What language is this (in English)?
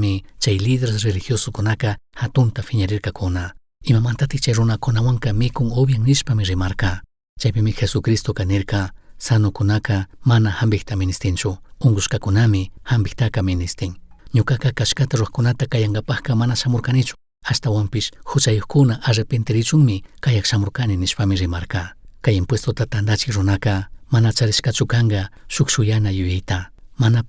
Chimborazo Highland Quichua